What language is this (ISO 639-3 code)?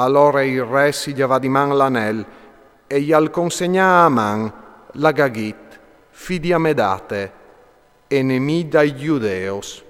fur